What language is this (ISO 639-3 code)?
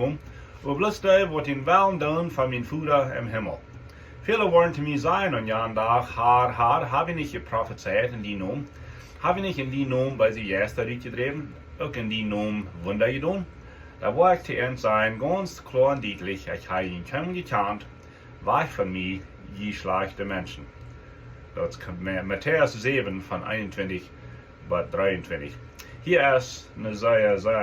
pdt